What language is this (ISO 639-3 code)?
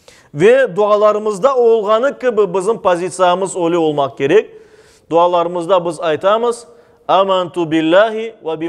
crh